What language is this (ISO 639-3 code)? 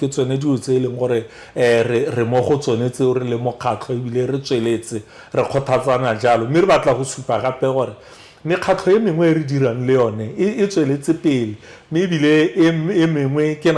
tsn